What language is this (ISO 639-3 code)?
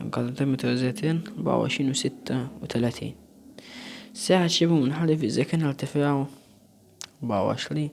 arz